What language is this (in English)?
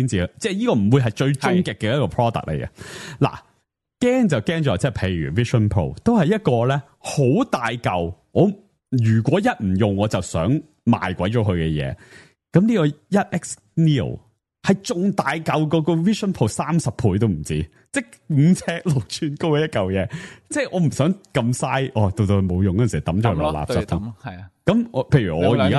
Cantonese